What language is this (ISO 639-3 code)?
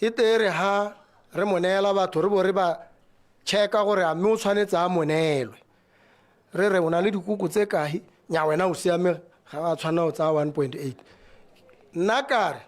tsn